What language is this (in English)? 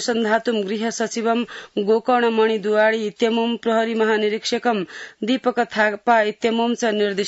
Sanskrit